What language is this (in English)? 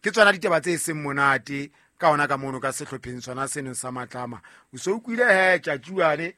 Southern Sotho